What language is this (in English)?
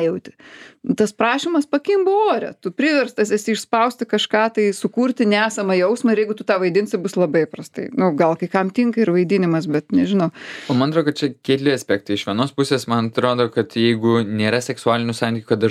Lithuanian